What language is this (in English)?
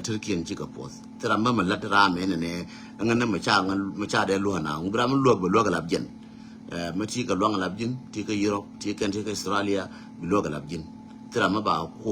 Nuer